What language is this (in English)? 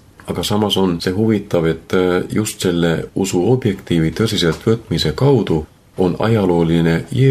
Estonian